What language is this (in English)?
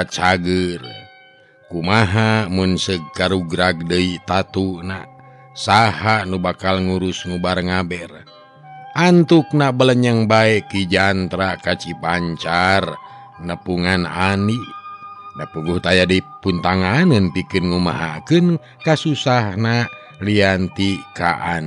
Sundanese